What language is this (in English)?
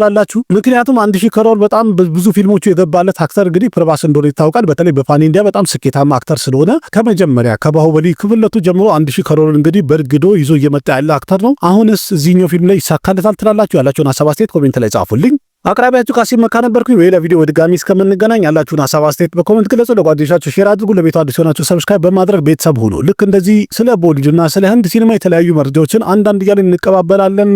Amharic